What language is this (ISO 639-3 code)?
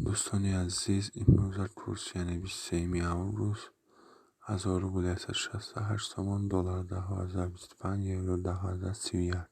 tgk